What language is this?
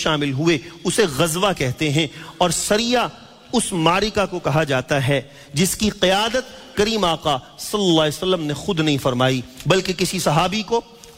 Urdu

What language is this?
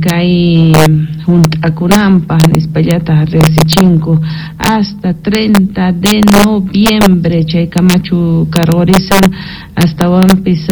Quechua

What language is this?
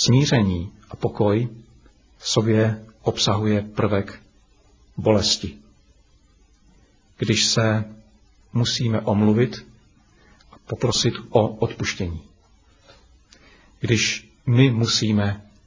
Czech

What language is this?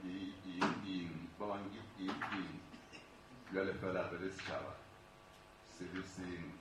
Southern Sotho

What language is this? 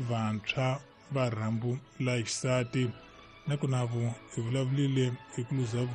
Tsonga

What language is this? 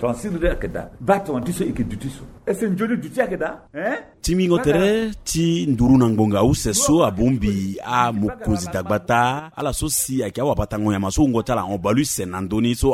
Sango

